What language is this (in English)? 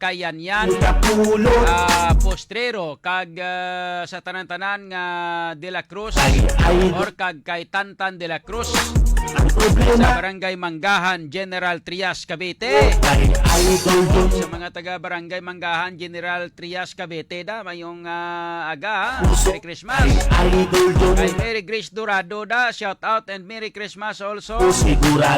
Hiligaynon